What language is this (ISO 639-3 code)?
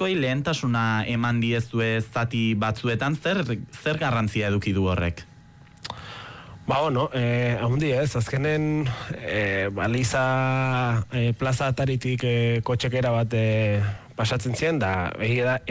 eus